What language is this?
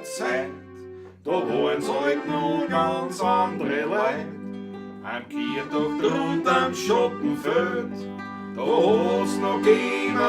Bavarian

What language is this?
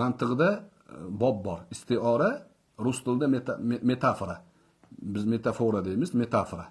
Uzbek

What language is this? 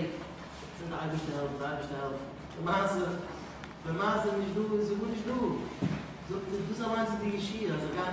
Yiddish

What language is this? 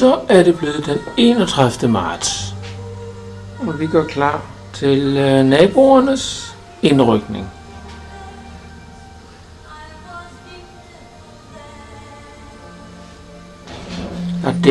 Danish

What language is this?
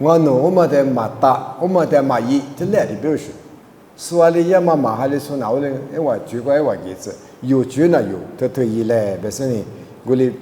Lisu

